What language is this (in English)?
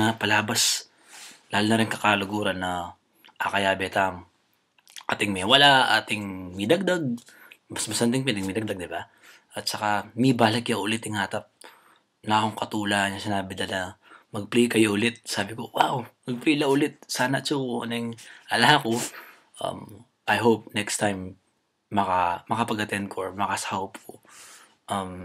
Pampanga